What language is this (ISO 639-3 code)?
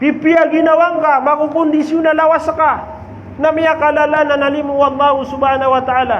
mrw